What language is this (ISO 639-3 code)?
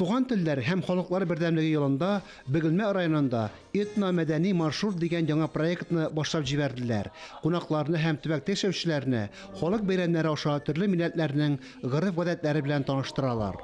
tat